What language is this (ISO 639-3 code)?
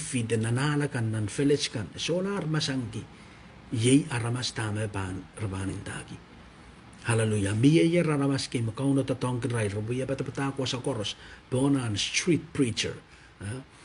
pon